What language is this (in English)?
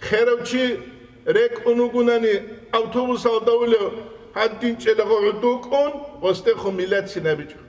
Avaric